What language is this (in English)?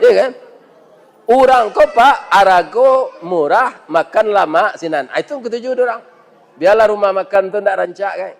Minangkabau